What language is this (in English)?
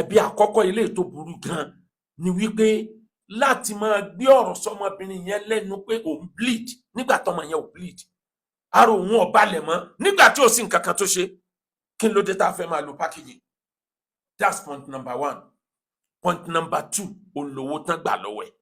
Yoruba